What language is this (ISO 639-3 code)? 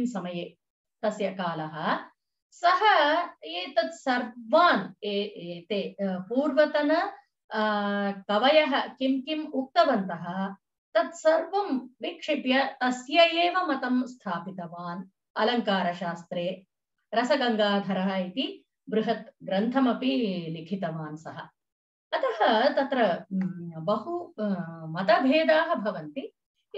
san